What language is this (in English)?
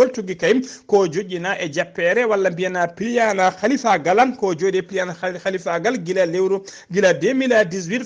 Fula